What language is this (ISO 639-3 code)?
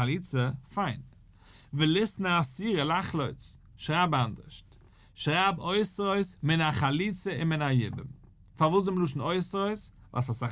yid